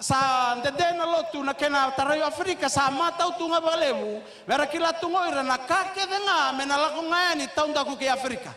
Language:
Fijian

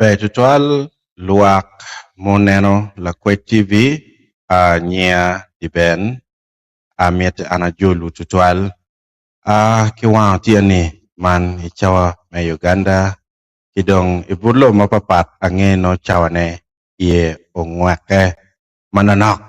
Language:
Acoli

